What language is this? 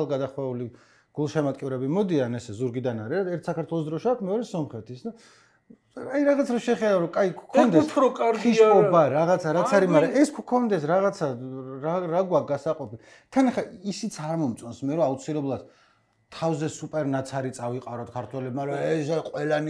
Georgian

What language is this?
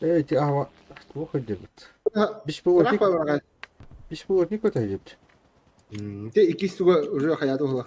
Yakut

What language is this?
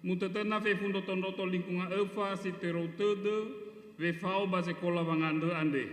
Nias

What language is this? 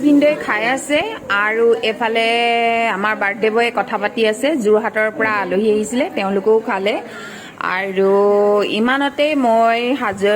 Assamese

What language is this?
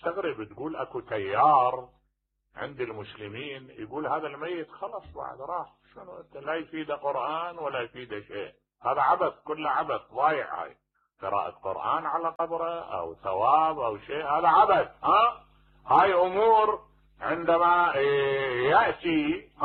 Mesopotamian Arabic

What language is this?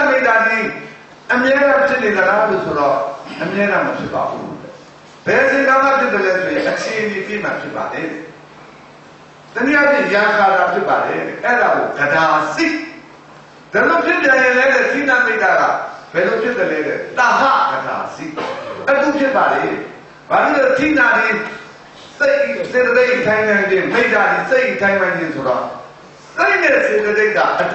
Burmese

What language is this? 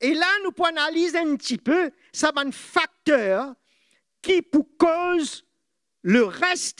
Morisyen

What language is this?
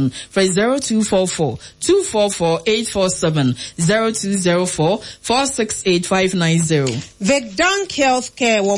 Akan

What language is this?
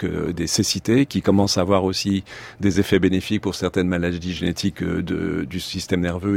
French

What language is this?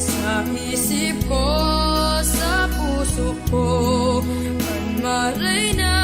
Bikol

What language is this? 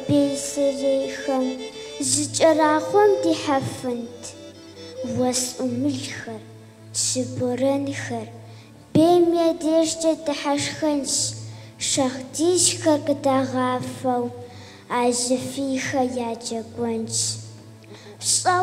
Kabardian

